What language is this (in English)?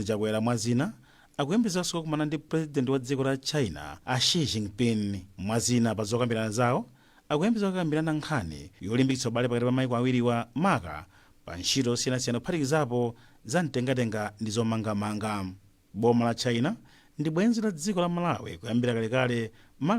Nyanja